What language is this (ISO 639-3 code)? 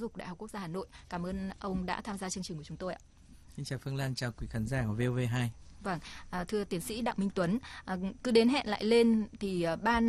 vie